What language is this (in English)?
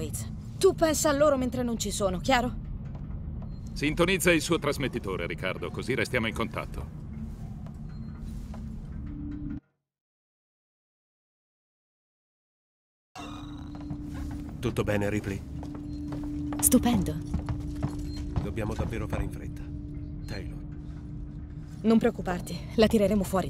Italian